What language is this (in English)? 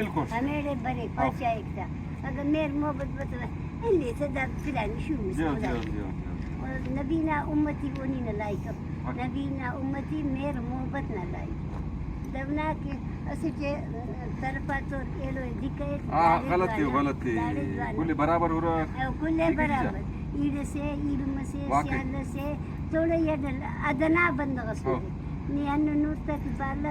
Brahui